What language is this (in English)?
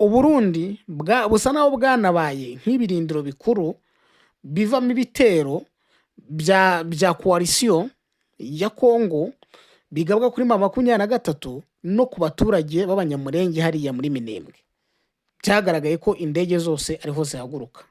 Kinyarwanda